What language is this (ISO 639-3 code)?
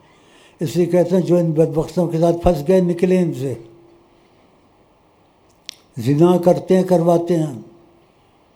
urd